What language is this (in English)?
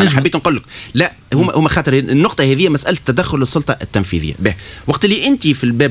Tunisian Arabic